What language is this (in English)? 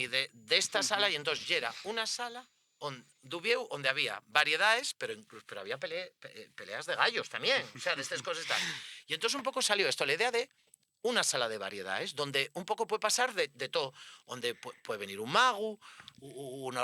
Asturian